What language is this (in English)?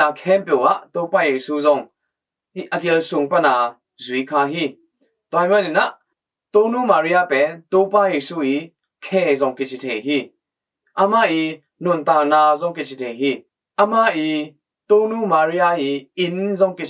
Tedim Chin